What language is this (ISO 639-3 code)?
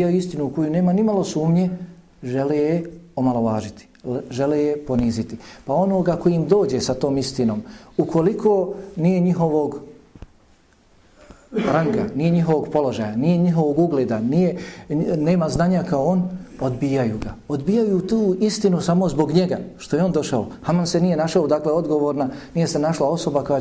bos